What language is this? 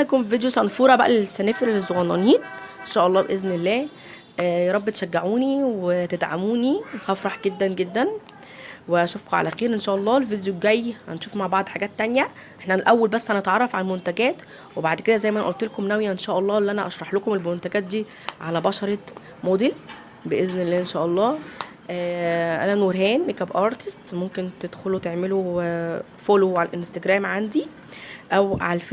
Egyptian Arabic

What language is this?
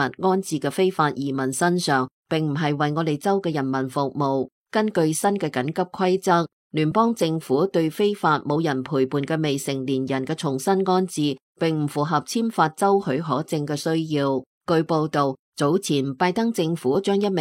Cantonese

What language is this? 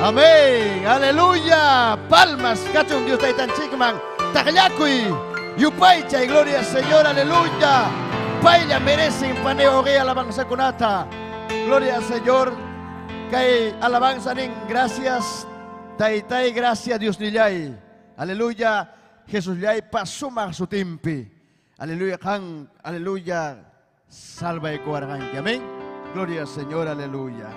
Ayacucho Quechua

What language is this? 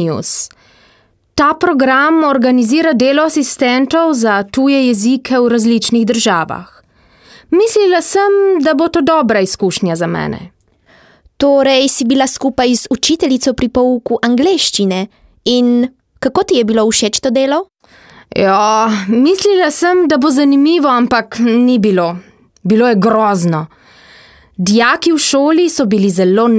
Slovenian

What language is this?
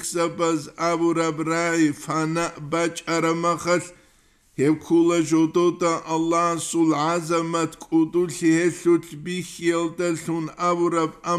Avaric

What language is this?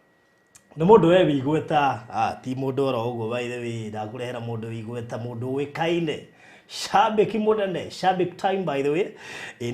Kikuyu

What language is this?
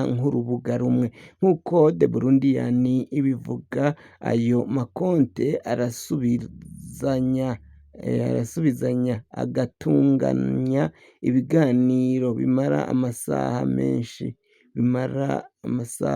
Rundi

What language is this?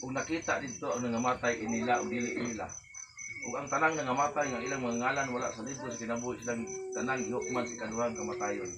Cebuano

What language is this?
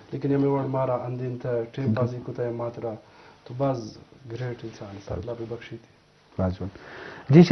Eastern Balochi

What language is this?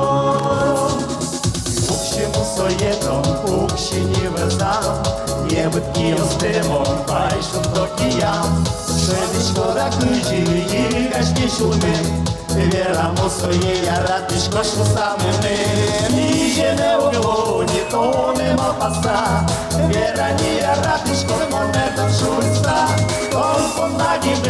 Udmurt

